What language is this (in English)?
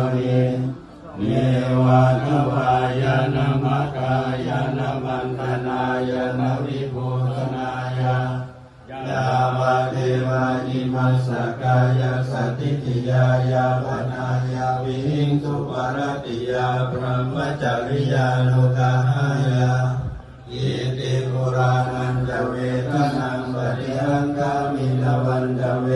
Pali